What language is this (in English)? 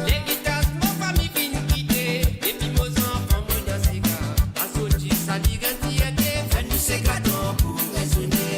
Morisyen